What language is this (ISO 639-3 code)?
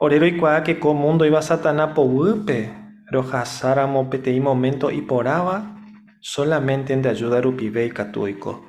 grn